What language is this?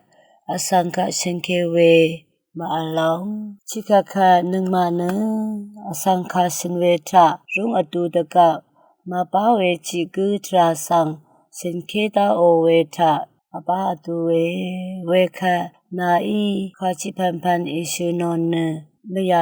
Rawang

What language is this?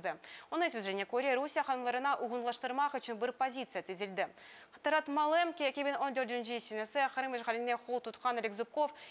Crimean Tatar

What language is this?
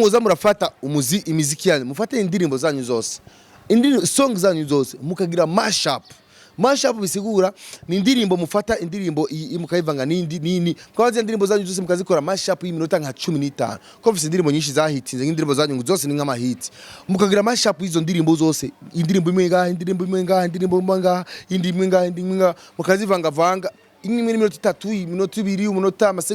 Rundi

